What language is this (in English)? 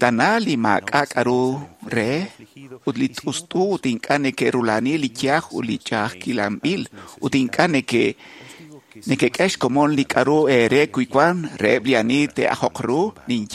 Kekchí